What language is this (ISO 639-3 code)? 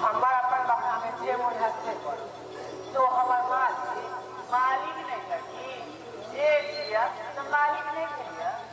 mai